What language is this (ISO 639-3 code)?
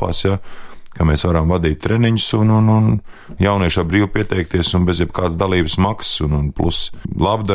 lav